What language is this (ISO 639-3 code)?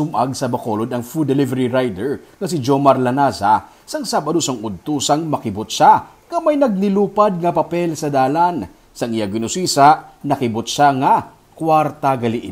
hil